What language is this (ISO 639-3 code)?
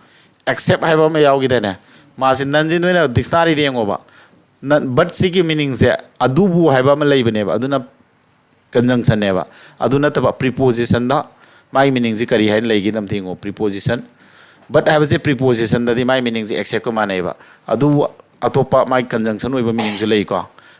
mni